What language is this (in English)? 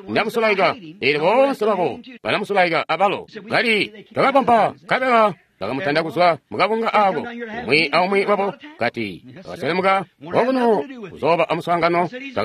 Tonga (Zambia)